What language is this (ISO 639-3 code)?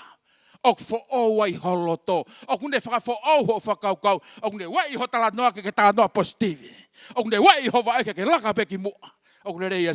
ton